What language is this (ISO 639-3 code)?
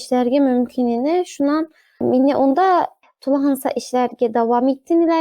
bak